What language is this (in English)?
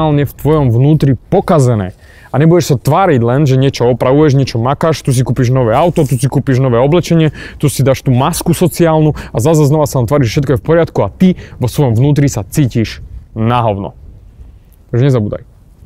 Slovak